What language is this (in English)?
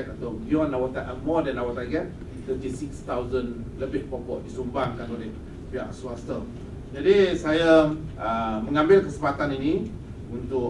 Malay